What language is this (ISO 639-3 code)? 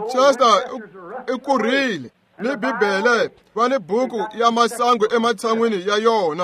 tso